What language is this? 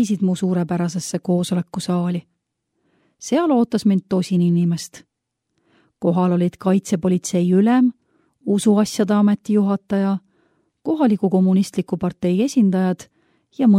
Estonian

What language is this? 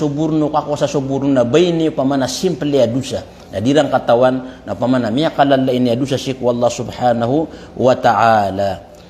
Maranao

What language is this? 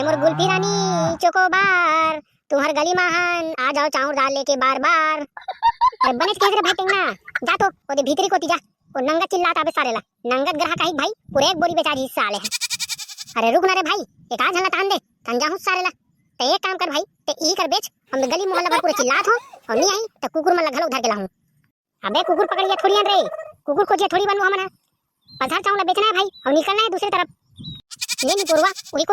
Chhattisgarhi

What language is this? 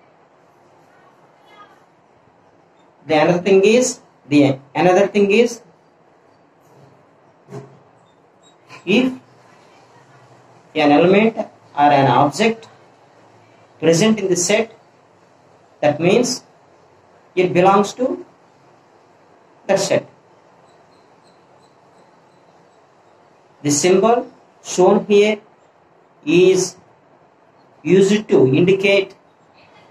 English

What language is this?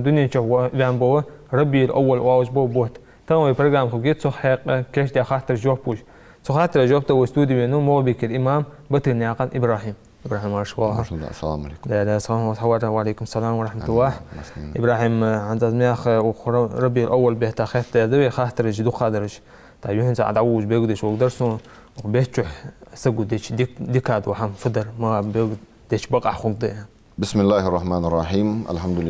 Ingush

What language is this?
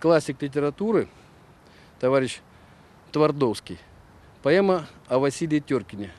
Crimean Tatar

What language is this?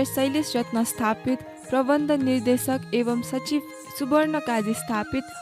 Newari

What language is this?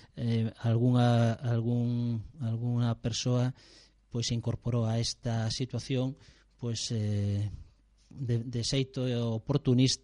Galician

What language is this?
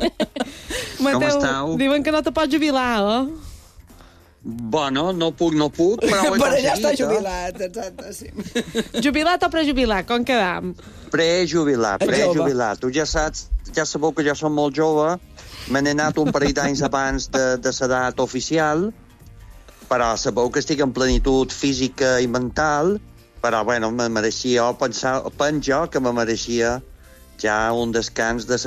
Catalan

